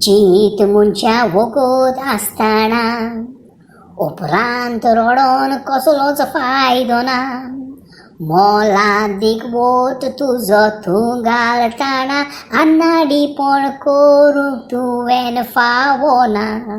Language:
Konkani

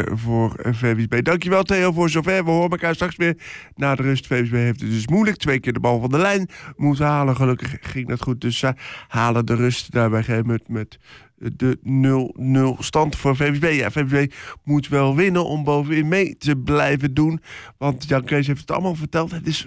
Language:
Dutch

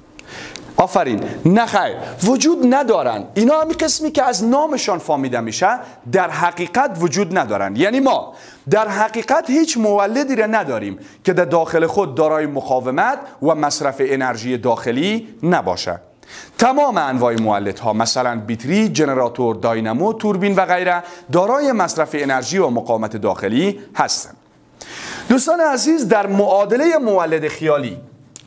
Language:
Persian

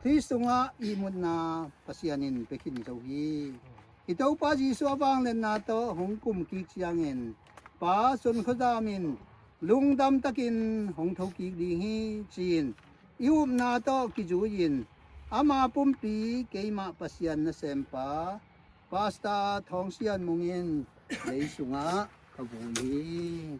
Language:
Tedim Chin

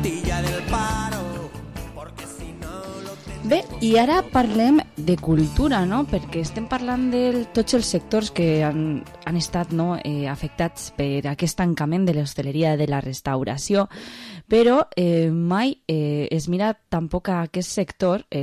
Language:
Catalan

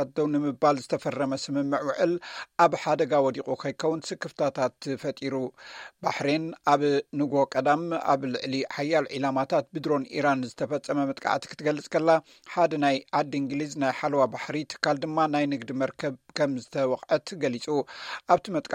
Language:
Tigrinya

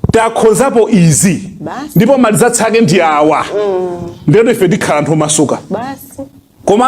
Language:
Nyanja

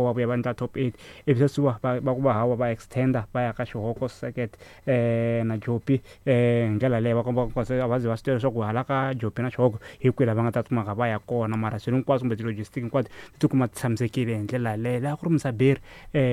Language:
Tsonga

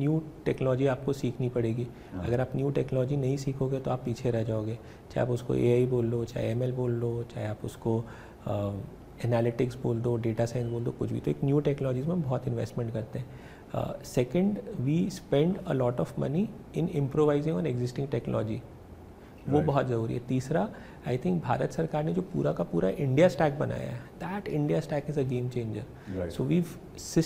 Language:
Hindi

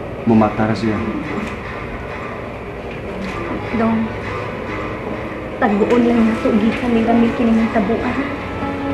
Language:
Cebuano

